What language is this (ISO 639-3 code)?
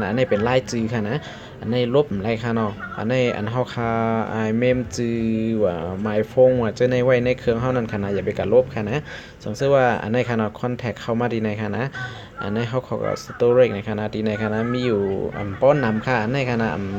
shn